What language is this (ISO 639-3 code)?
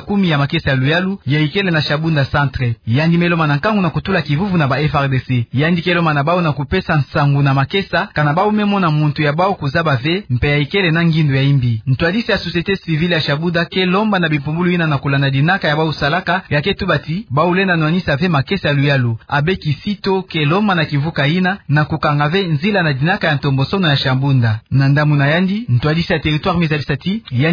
ktu